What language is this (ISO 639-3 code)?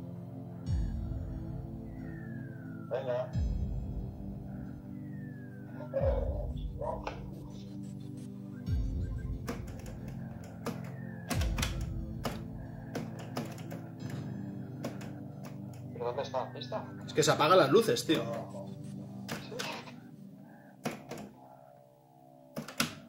spa